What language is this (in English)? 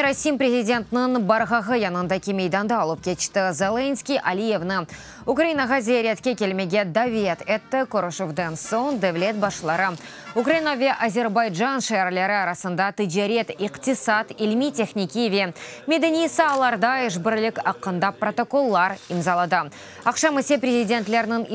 Crimean Tatar